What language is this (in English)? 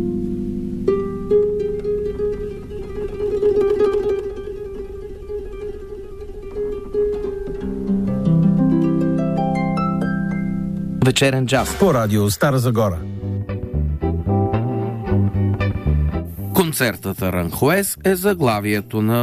Bulgarian